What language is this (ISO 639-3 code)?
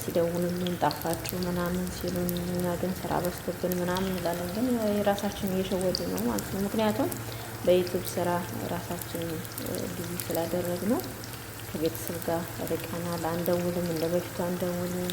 amh